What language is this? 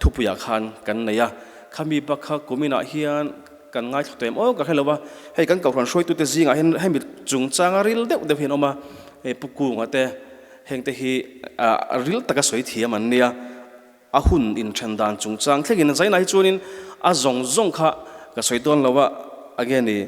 Mizo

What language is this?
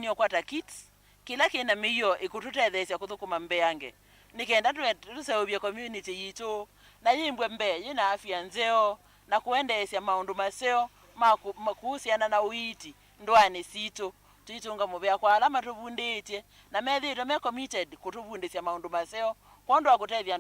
Kamba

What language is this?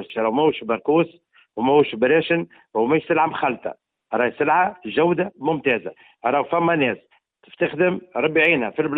Tunisian Arabic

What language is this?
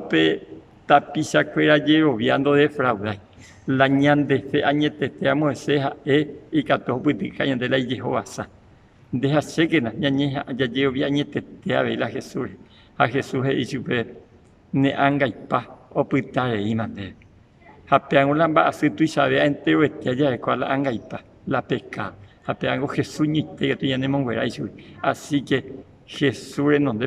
Guarani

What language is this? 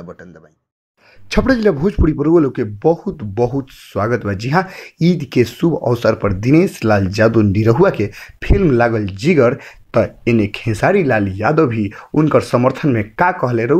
Bhojpuri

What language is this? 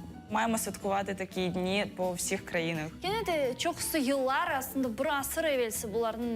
Crimean Tatar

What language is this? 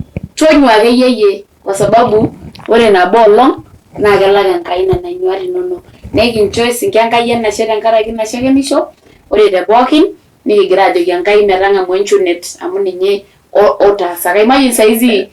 Masai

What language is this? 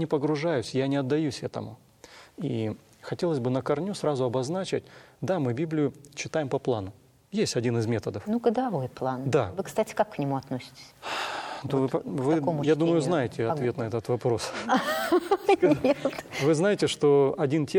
Russian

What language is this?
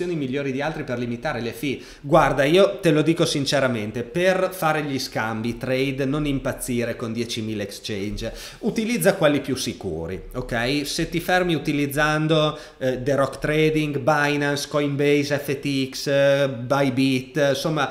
Italian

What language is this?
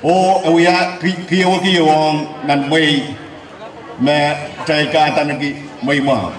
Pohnpeian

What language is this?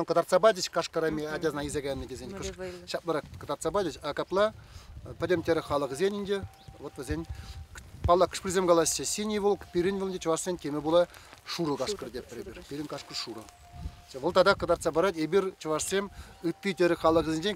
Chuvash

